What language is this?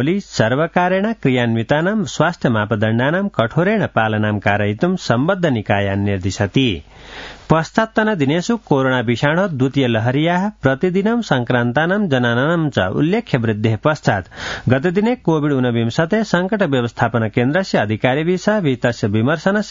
Sanskrit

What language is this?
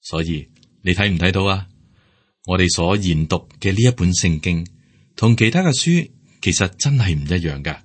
Cantonese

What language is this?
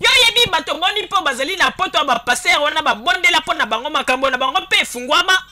Lingala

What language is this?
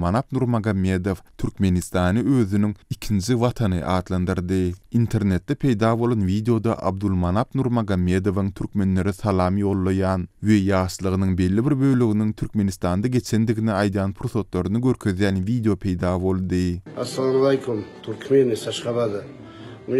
Turkmen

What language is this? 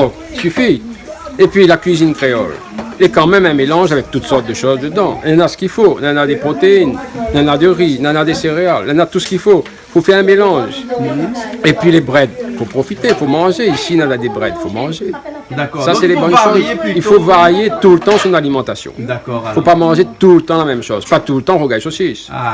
Réunion Creole French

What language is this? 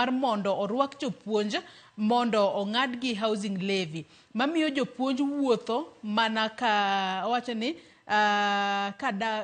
Luo (Kenya and Tanzania)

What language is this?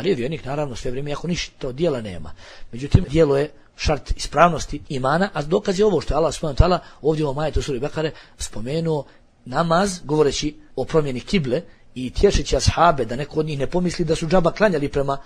Bosnian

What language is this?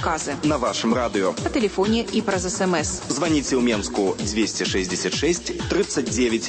Belarusian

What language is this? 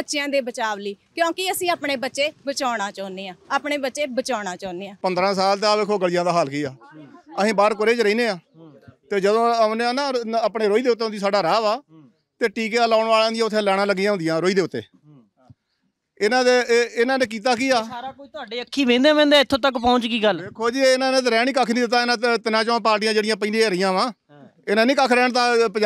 Punjabi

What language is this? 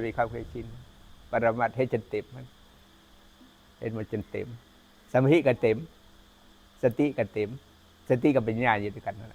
Lao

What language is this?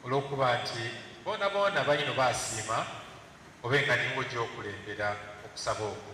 Soga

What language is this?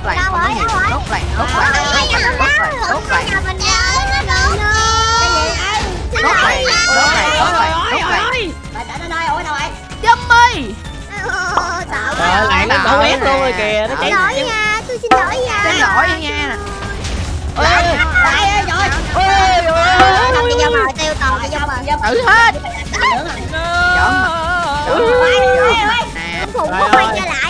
Vietnamese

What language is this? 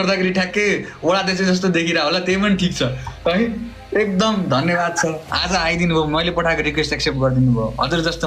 Nepali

